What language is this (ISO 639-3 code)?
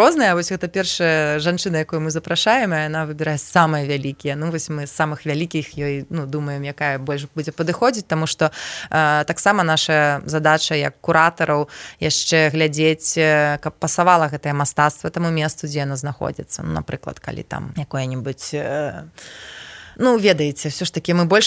bel